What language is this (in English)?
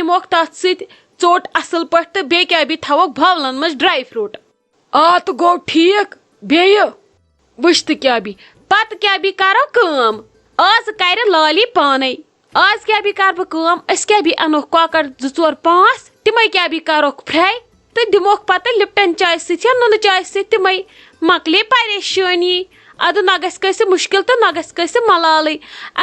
Kashmiri